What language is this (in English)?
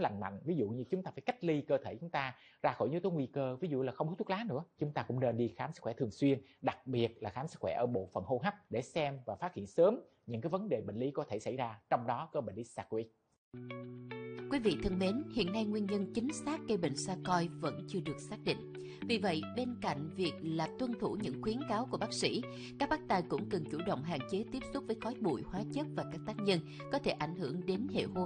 Vietnamese